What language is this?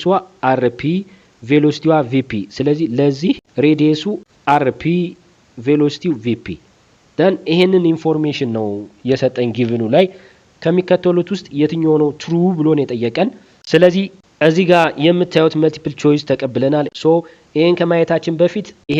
Amharic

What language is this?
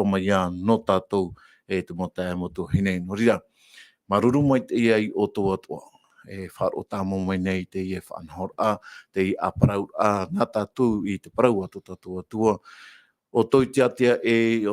Tahitian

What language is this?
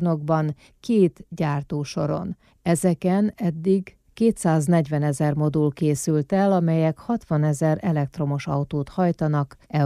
Hungarian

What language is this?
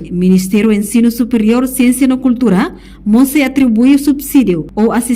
Tetum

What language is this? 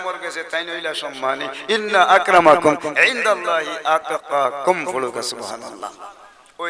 Sylheti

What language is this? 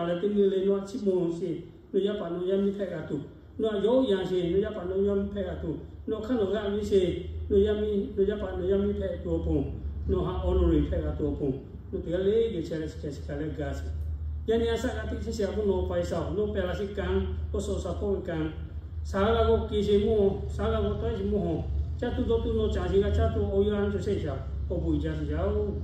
Lahu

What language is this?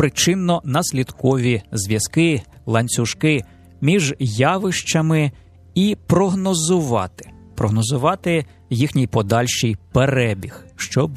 Ukrainian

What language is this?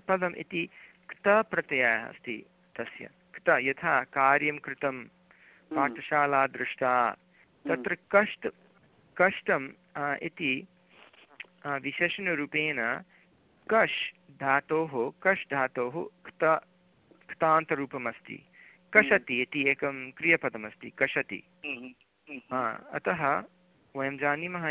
Sanskrit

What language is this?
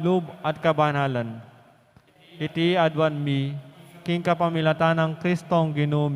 Pampanga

